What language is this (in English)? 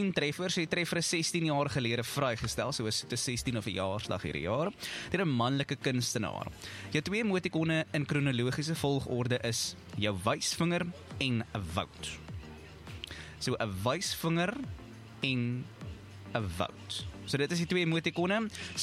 Afrikaans